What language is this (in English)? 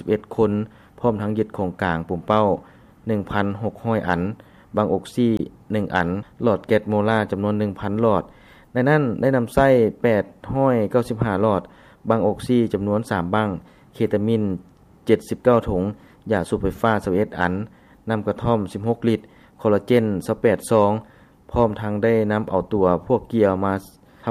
Lao